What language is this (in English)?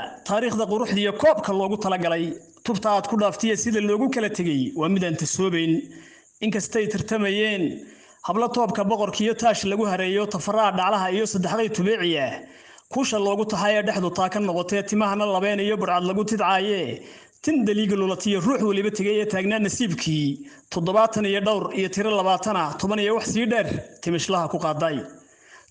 Somali